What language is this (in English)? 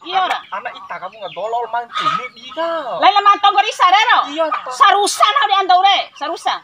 Bima